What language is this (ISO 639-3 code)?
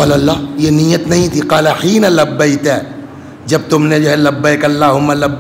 urd